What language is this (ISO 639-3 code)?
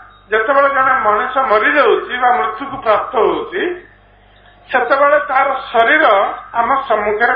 ori